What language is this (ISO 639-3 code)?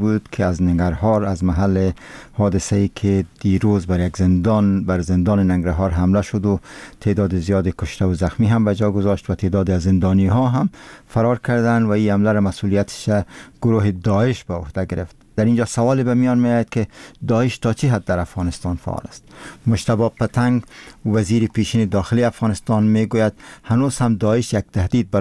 fas